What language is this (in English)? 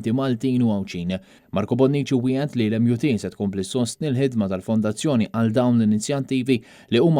Maltese